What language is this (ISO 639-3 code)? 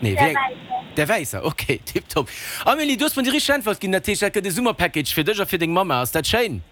ltz